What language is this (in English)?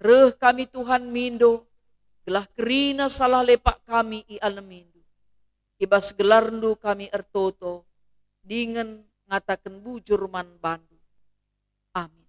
Batak Karo